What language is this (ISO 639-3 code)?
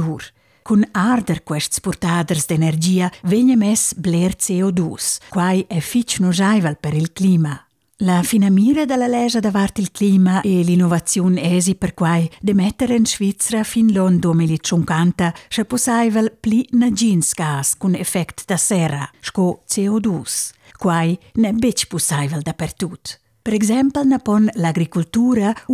roh